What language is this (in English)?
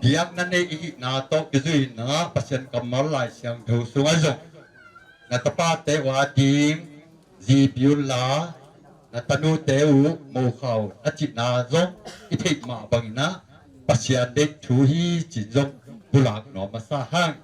Tedim Chin